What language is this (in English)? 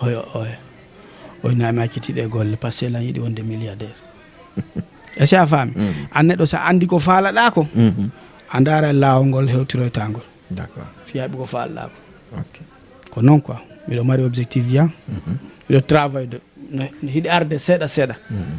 Fula